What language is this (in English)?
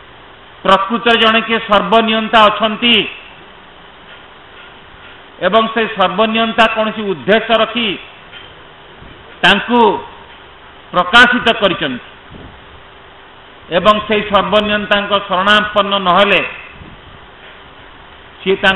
Odia